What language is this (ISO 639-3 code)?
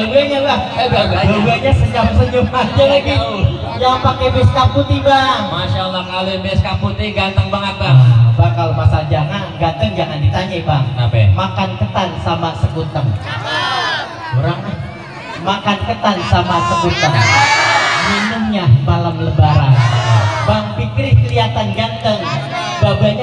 bew